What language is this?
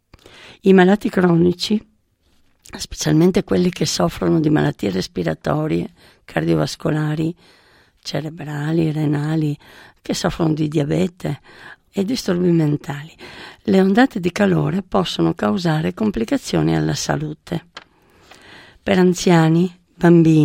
Italian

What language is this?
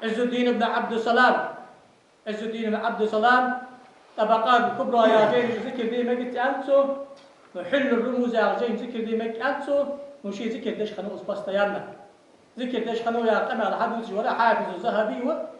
Ingush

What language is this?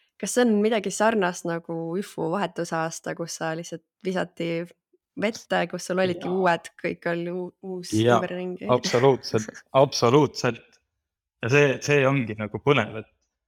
Estonian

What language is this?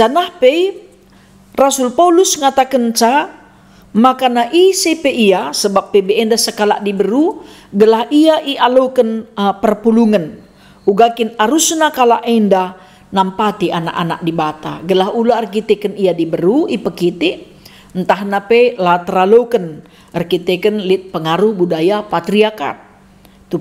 Batak Karo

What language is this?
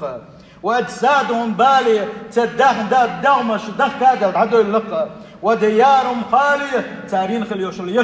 Chechen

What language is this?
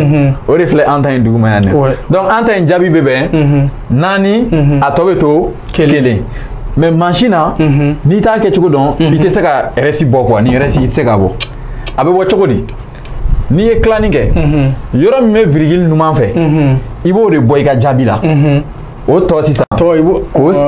Bambara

